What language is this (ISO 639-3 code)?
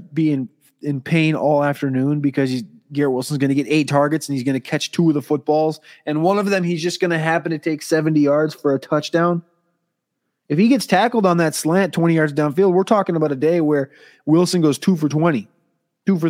eng